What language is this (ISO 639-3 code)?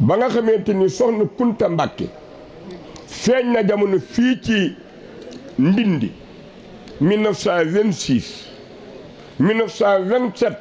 wol